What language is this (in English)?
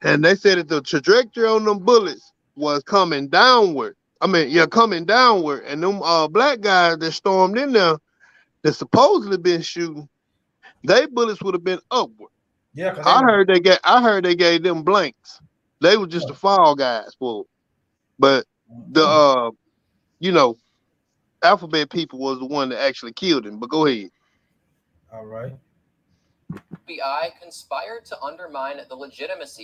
English